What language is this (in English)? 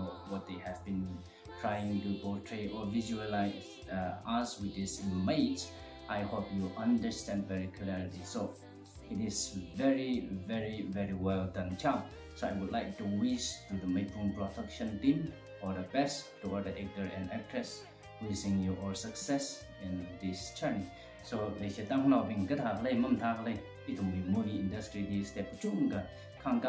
Tangkhul Naga (India)